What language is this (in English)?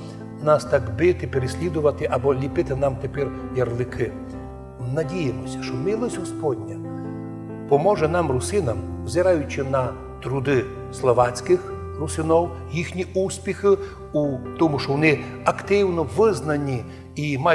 Rusyn